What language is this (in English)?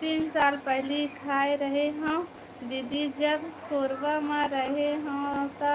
Chhattisgarhi